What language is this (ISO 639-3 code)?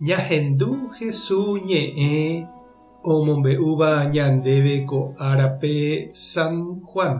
grn